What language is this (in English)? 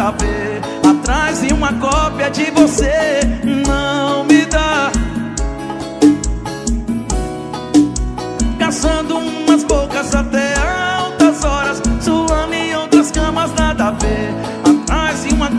Portuguese